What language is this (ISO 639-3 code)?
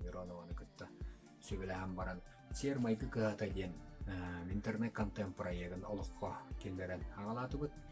sah